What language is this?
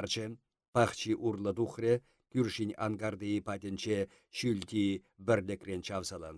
Chuvash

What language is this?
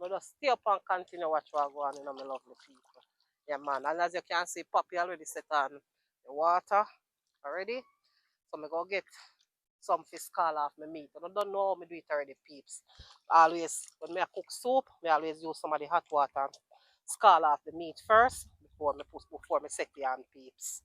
Jamaican Creole English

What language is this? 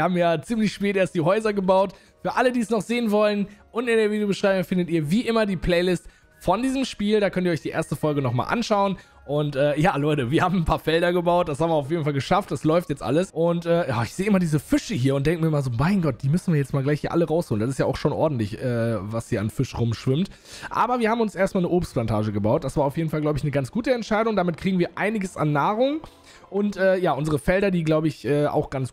German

